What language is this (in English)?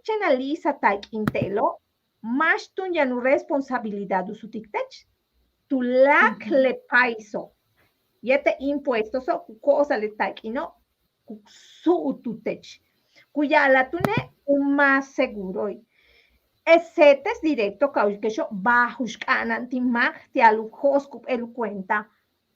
Yucateco